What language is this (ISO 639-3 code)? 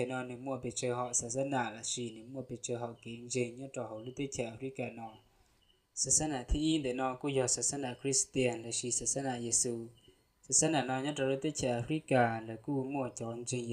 hmn